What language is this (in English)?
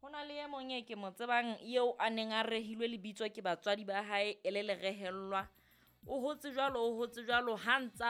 Southern Sotho